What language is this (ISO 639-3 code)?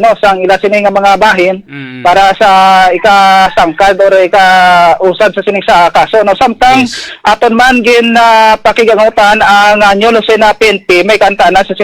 hil